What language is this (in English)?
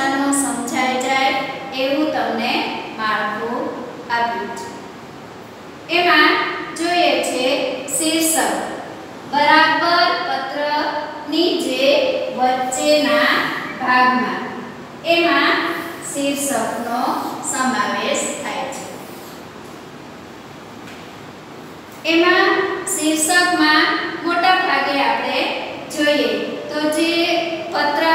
Gujarati